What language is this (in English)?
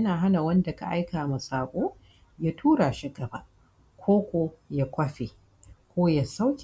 Hausa